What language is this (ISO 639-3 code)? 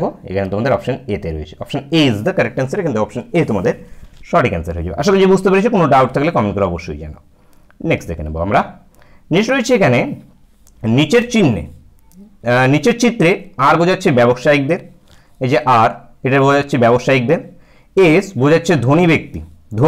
ben